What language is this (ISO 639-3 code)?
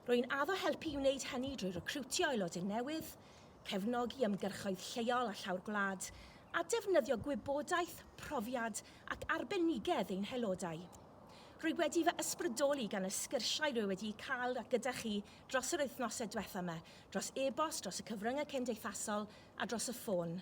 cym